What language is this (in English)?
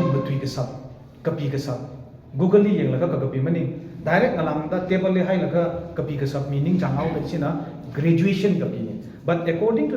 Tangkhul Naga (India)